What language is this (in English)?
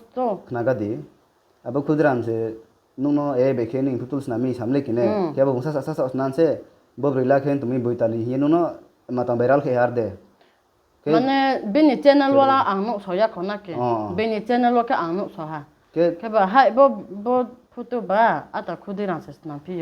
Riang (India)